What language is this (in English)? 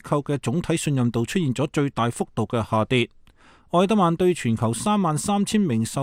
Cantonese